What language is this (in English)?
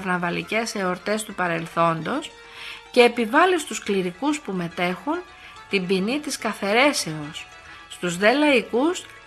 Greek